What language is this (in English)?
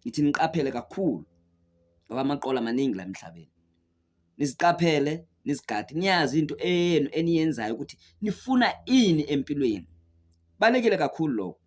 Zulu